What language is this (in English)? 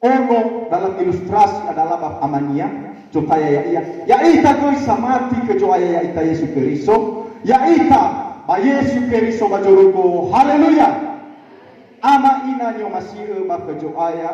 Nias